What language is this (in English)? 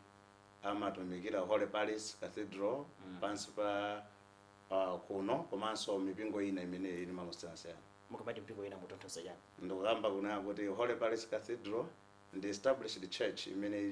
Nyanja